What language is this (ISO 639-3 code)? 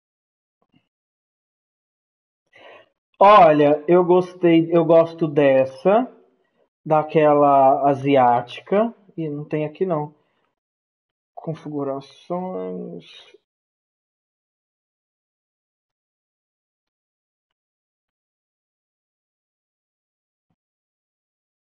por